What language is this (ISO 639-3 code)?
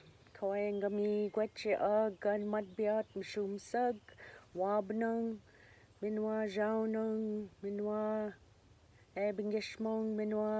oji